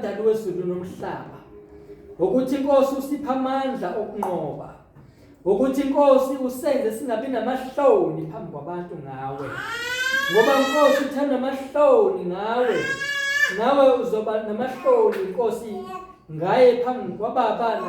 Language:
Zulu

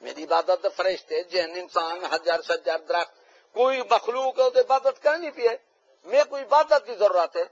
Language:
Saraiki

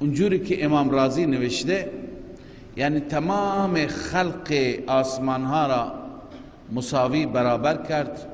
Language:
Persian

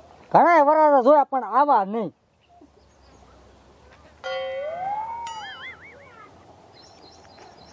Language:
Gujarati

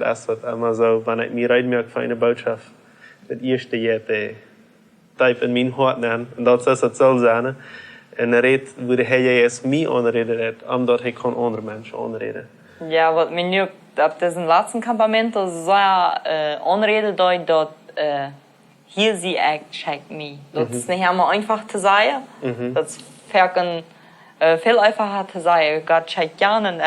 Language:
Plautdietsch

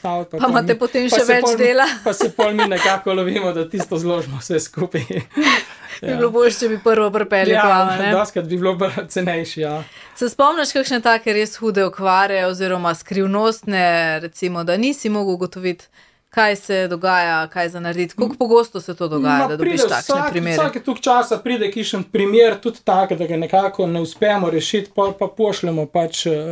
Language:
Slovenian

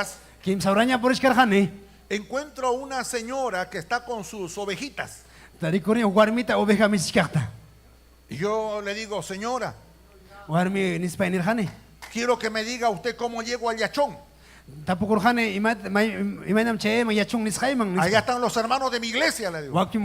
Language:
Ayacucho Quechua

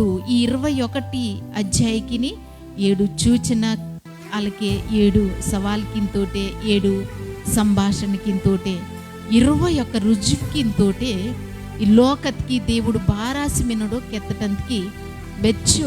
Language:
Koya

